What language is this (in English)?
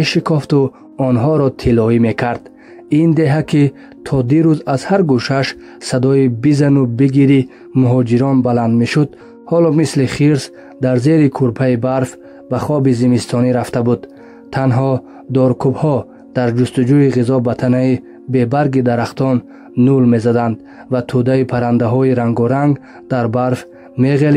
Tajik